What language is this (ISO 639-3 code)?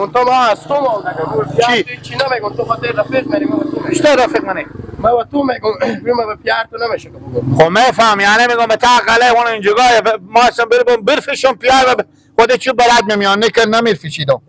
haz